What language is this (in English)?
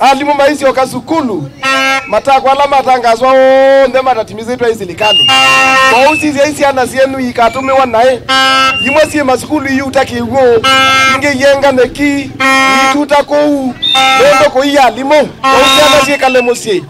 Kamba